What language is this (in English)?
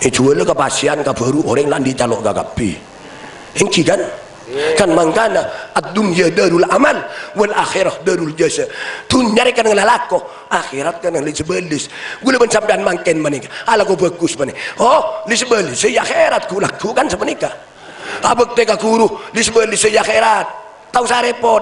Madurese